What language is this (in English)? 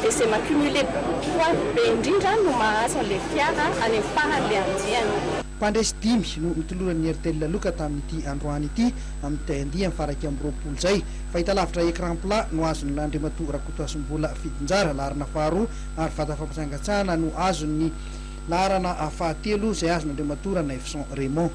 Malagasy